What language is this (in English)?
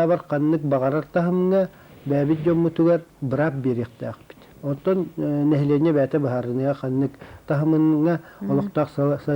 Yakut